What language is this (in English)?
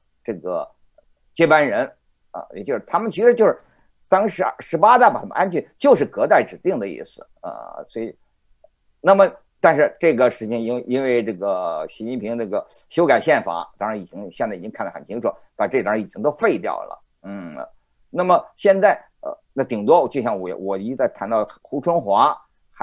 Chinese